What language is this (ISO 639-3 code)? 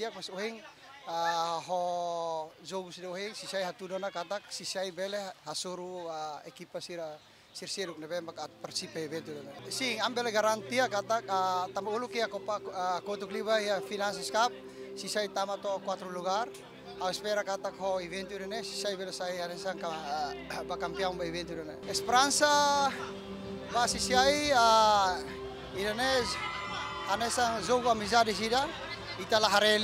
tet